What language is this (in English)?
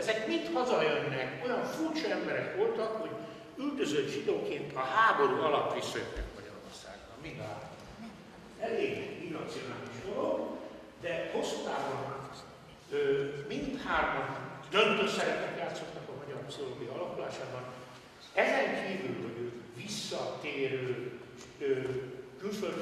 Hungarian